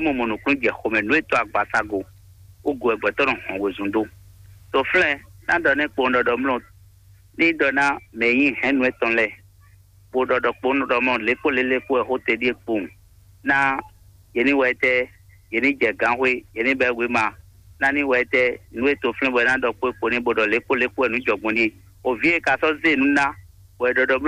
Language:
Fon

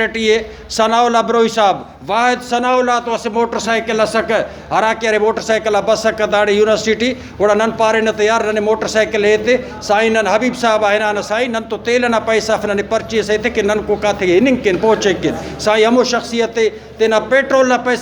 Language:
Brahui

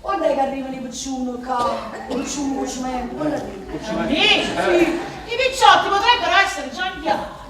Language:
Neapolitan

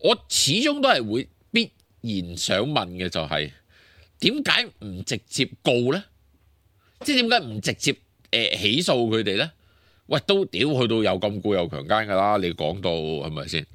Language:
Cantonese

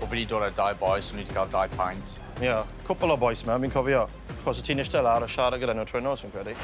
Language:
Welsh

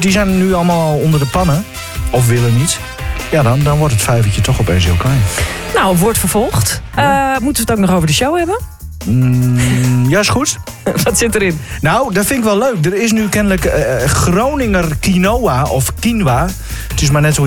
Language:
Dutch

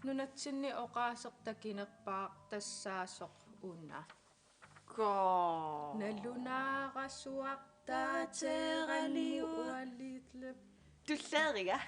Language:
Kalaallisut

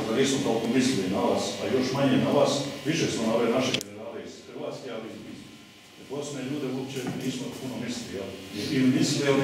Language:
Croatian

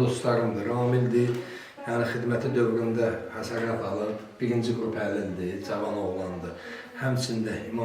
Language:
Azerbaijani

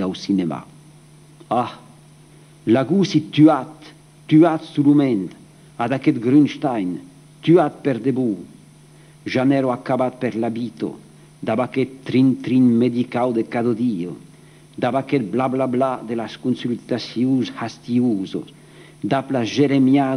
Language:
Occitan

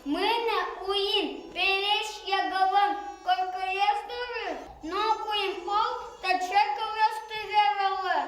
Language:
Udmurt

